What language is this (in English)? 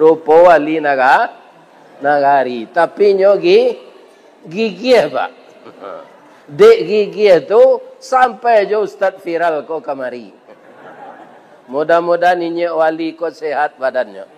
Minangkabau